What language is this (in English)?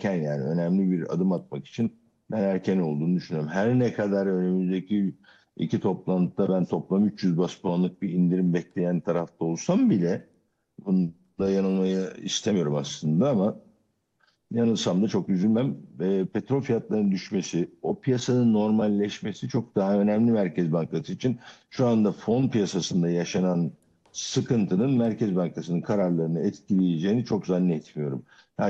Turkish